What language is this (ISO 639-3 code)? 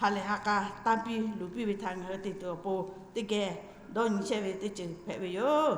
lhu